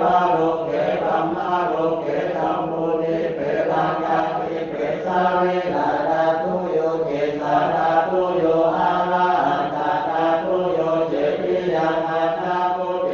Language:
Pali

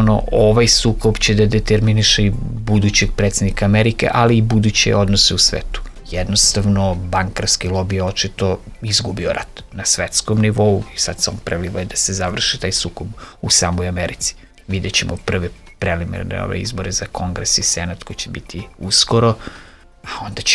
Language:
Serbian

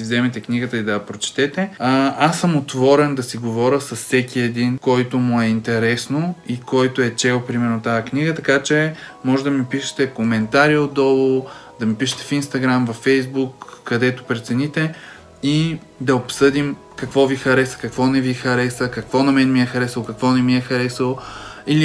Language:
Bulgarian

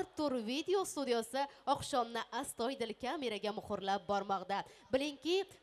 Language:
Uzbek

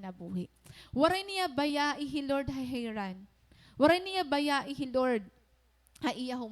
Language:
Waray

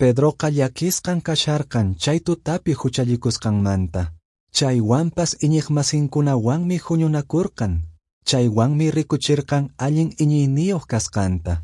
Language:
Quechua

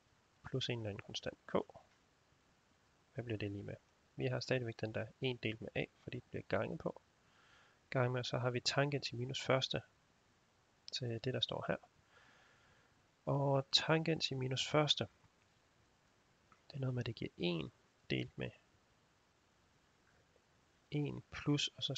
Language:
Danish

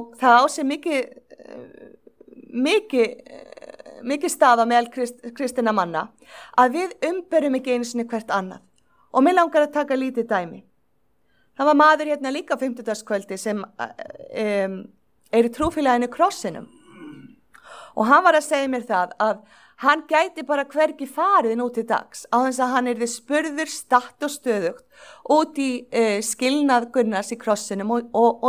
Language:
Icelandic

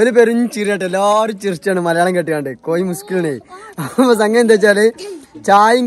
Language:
Malayalam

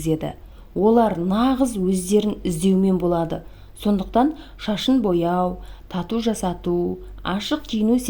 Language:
Kazakh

